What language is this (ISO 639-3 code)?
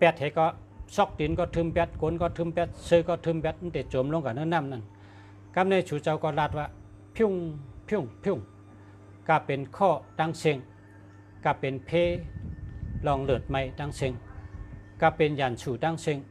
shn